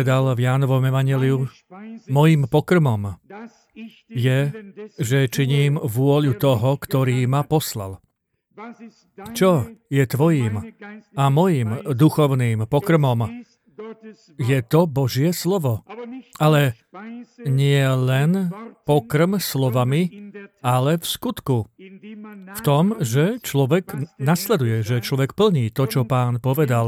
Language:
Slovak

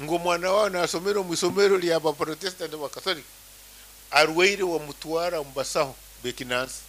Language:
Nyankole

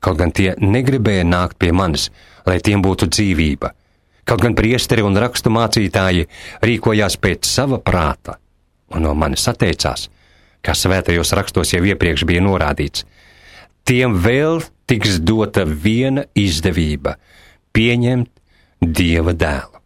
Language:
Latvian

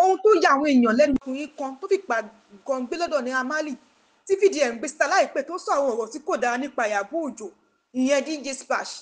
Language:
Yoruba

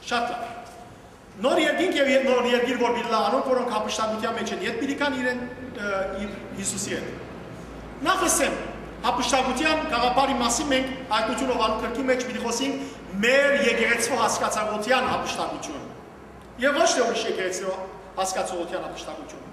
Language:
Western Armenian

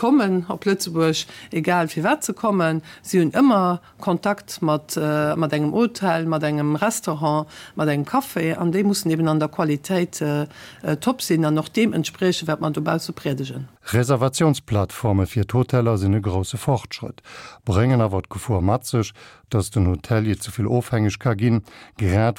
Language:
Luxembourgish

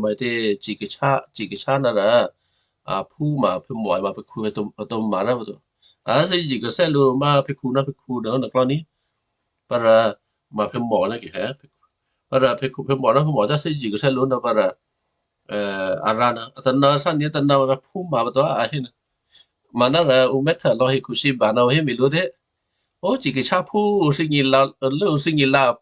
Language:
Western Kayah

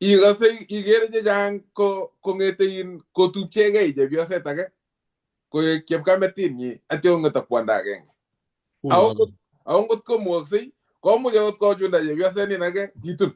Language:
Kalenjin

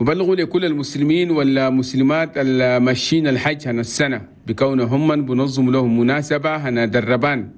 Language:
Chadian Arabic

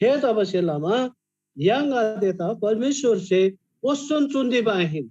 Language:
Eastern Tamang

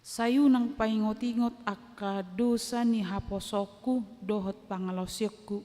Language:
Batak Toba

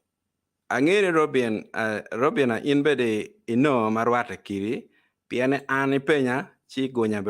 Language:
Acoli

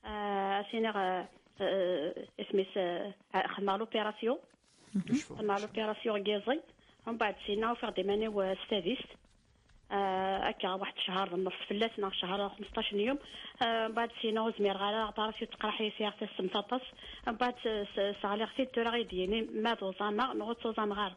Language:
Kabyle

